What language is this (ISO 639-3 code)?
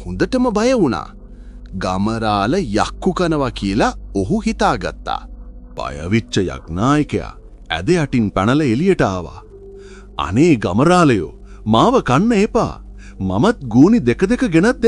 sin